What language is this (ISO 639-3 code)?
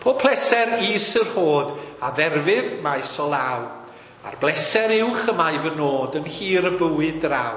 cym